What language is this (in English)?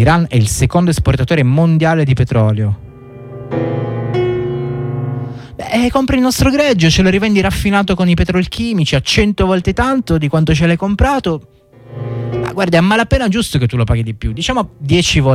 Italian